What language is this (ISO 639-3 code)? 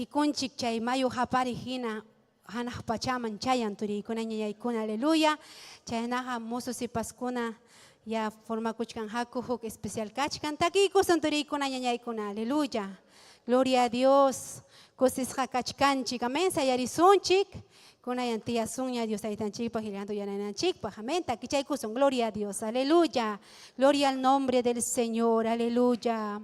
quy